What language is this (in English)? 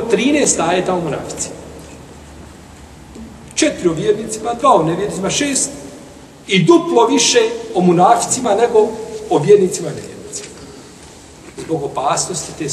Bosnian